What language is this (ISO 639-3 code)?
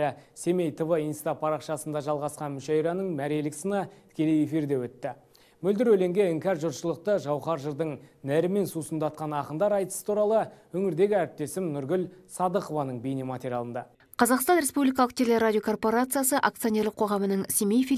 kaz